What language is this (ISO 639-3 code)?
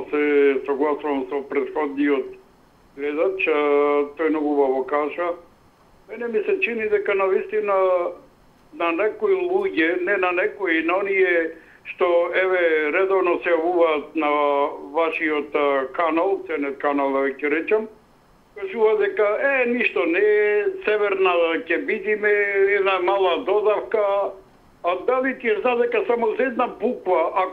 mkd